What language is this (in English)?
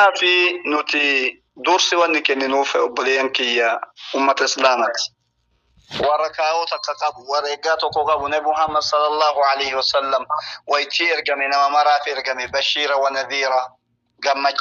Oromo